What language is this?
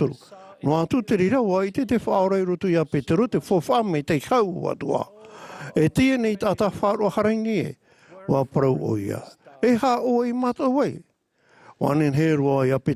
Tahitian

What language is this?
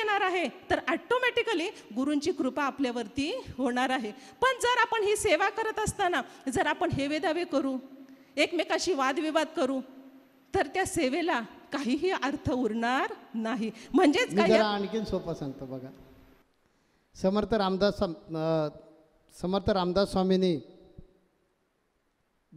Marathi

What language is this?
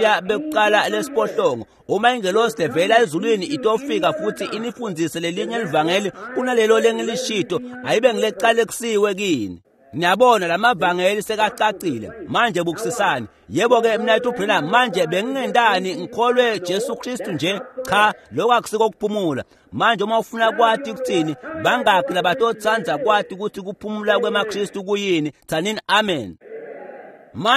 Swati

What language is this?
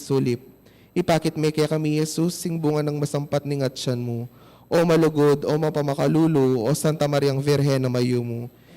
Pampanga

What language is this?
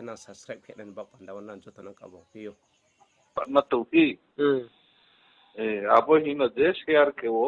Riang (India)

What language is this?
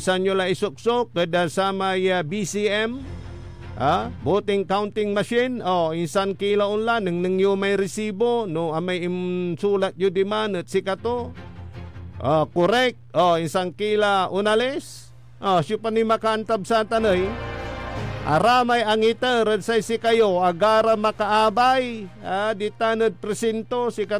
Pangasinan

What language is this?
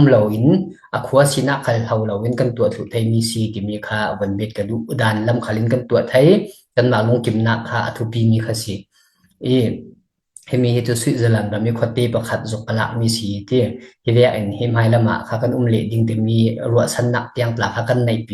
Falam Chin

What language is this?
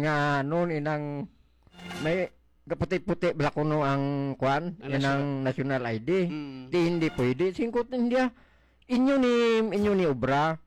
Hiligaynon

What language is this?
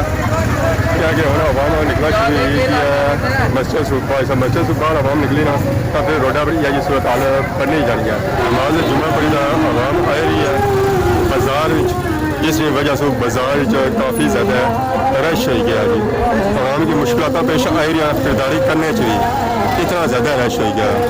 Pahari-Potwari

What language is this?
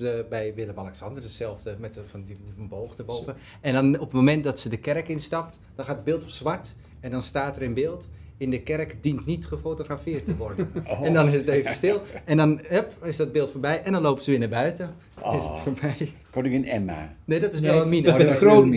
Dutch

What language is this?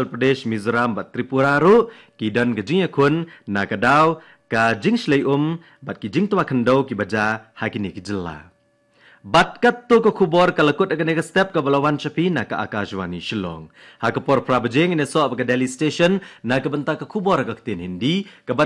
Khasi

